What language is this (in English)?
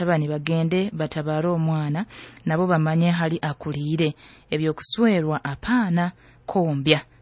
Nyoro